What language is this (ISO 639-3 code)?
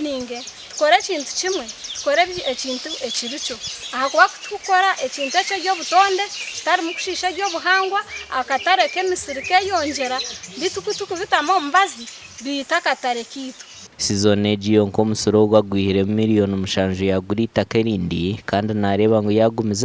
nyn